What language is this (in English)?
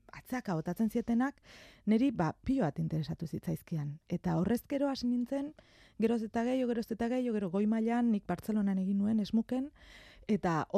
Basque